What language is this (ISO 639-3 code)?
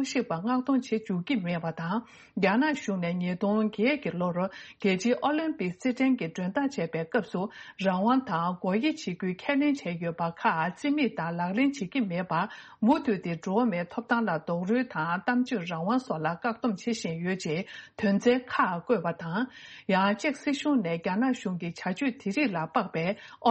bod